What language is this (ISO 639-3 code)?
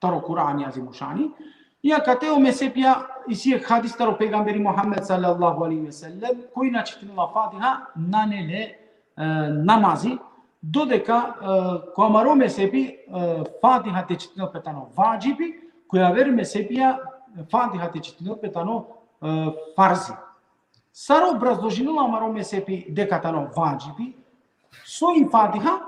rmn